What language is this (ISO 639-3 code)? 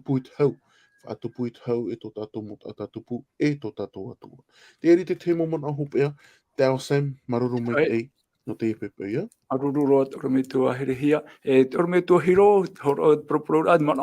tah